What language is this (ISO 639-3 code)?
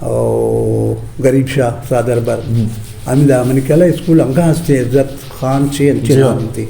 bgp